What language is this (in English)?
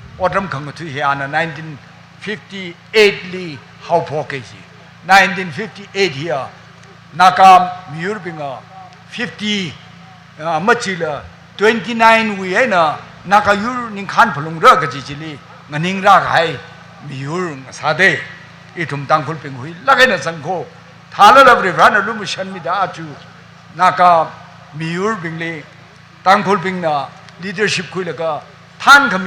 Tangkhul Naga (India)